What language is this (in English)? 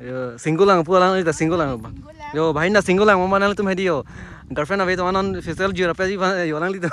Karbi